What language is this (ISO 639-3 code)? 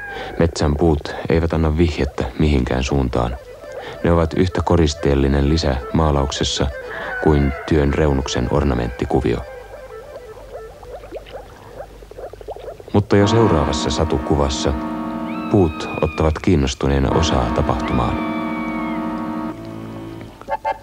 fin